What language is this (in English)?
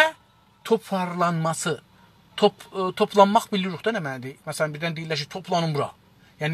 South Azerbaijani